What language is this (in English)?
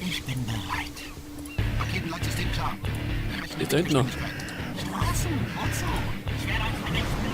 Bavarian